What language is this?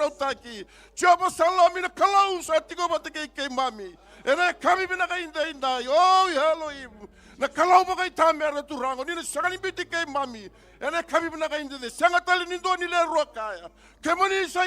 Fijian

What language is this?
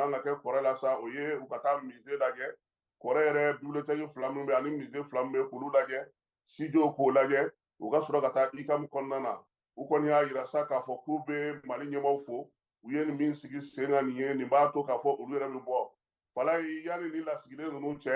Bambara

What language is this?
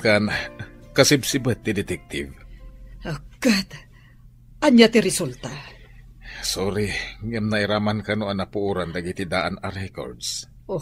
Iloko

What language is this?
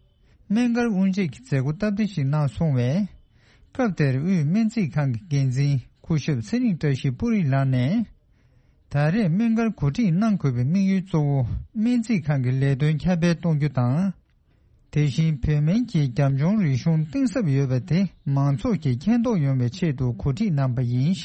Tibetan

